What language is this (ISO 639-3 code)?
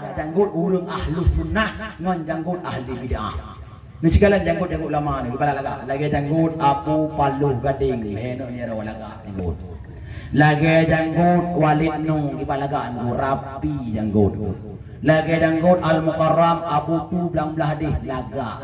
ace